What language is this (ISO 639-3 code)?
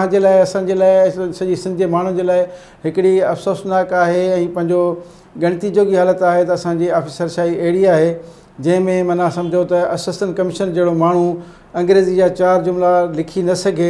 snd